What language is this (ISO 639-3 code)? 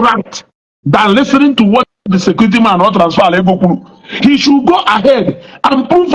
ibo